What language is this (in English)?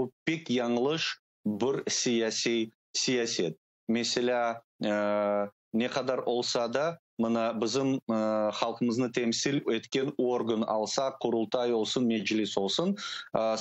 Crimean Tatar